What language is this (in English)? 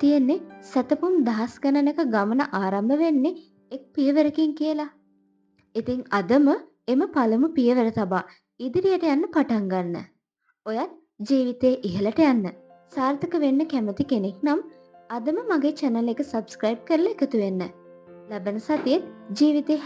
Sinhala